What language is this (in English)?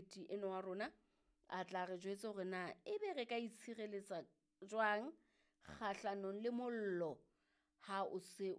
Southern Sotho